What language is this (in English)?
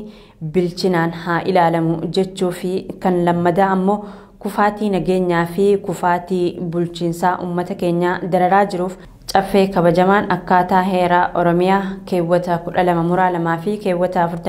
Oromo